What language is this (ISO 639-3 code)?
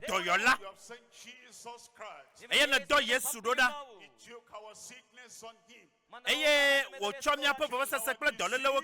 ewe